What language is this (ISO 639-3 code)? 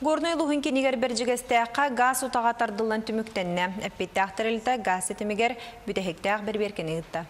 sah